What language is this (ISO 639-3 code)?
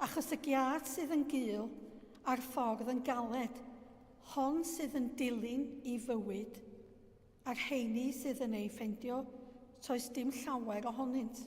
cym